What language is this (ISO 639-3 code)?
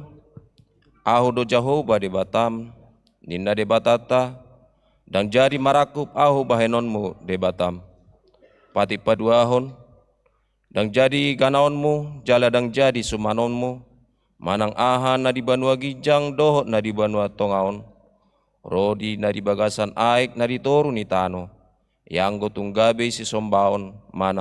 bbc